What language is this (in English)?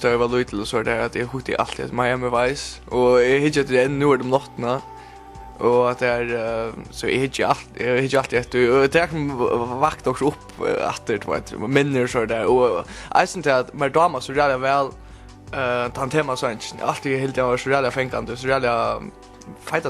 Faroese